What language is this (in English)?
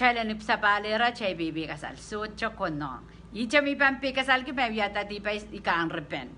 Pohnpeian